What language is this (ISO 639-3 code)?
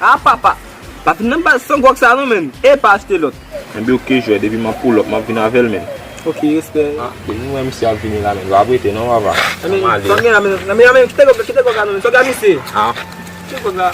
hat